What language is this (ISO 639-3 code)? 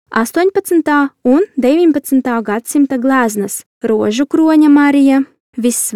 lav